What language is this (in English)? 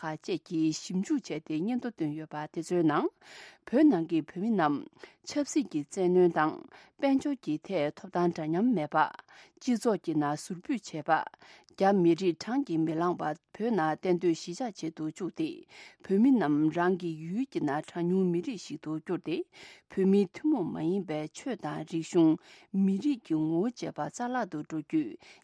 Tibetan